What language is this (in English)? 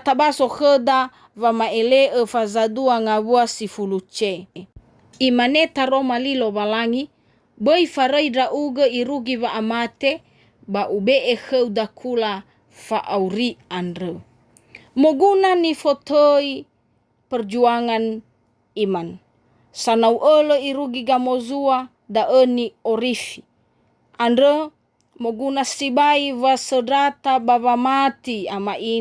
Nias